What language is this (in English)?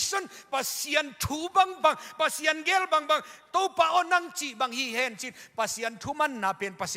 Tedim Chin